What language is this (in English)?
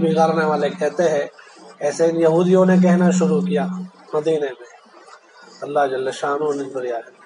Urdu